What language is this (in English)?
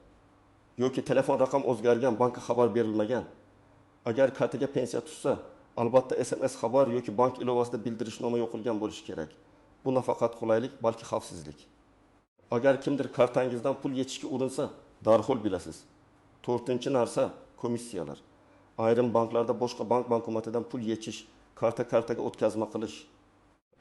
Uzbek